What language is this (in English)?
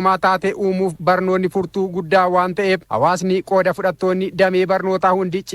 Oromo